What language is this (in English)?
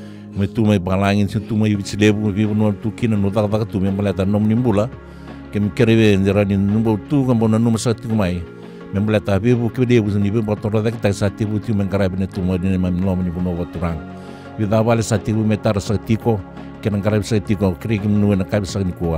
Fijian